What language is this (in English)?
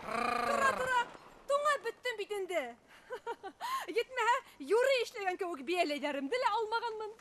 Bashkir